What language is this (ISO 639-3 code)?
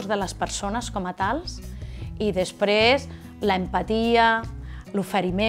cat